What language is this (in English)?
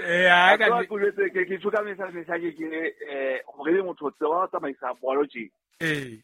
Southern Sotho